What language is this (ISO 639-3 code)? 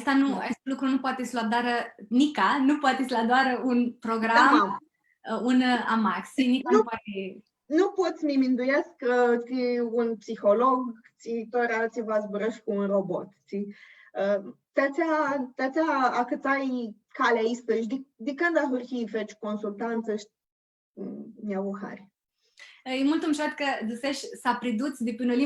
rup